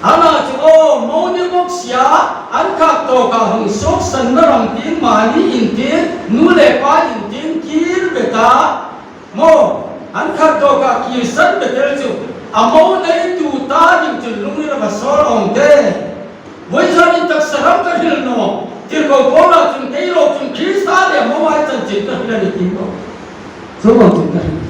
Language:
Hmar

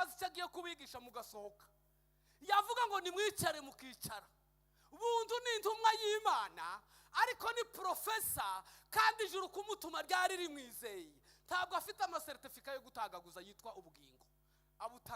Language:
Kinyarwanda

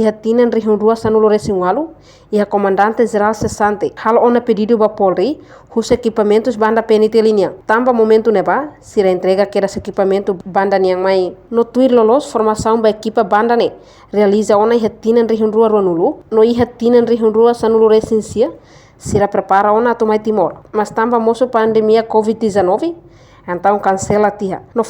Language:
Tetum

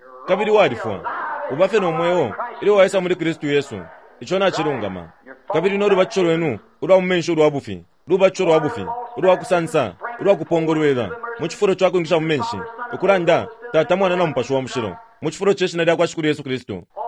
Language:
Bemba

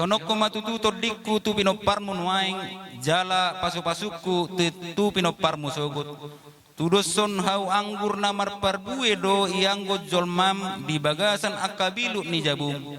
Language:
Batak Toba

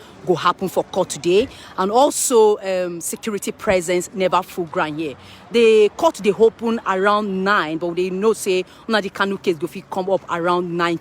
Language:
Nigerian Pidgin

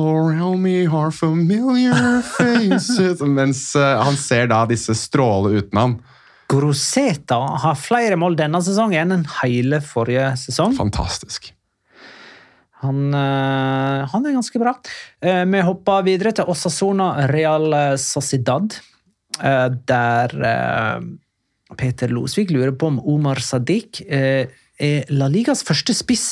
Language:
Norwegian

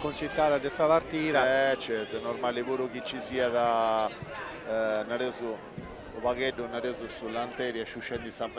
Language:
Sardinian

